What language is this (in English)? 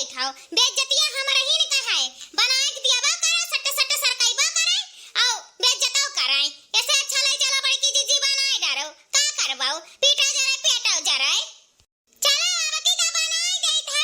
Awadhi